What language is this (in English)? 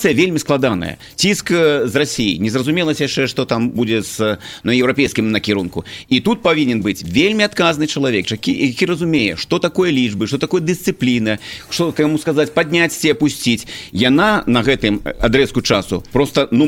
Belarusian